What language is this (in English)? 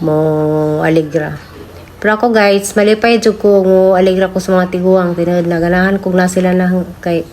Cebuano